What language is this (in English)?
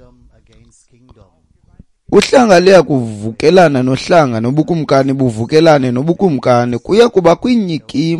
Xhosa